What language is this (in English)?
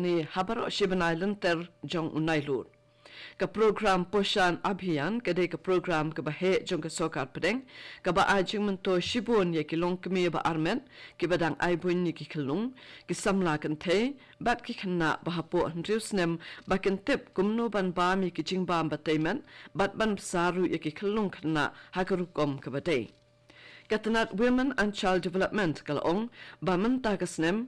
Khasi